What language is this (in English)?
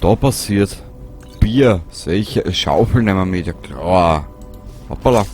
Bavarian